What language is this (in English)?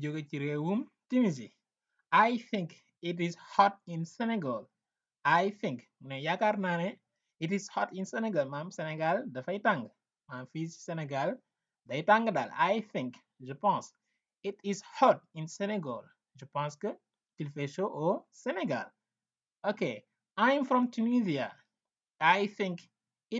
Wolof